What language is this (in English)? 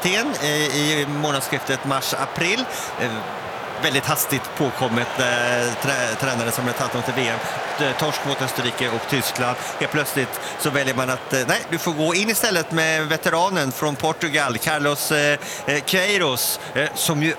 Swedish